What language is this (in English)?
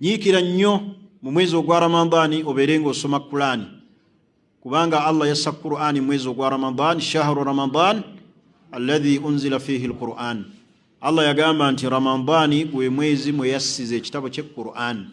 Ganda